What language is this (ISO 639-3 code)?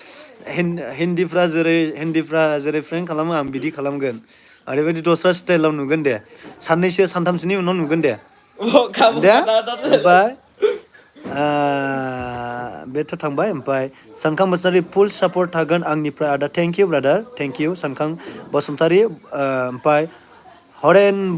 brx